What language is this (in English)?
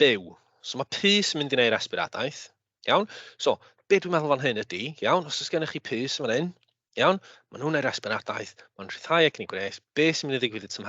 Welsh